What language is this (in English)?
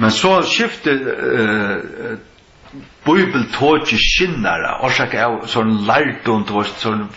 Faroese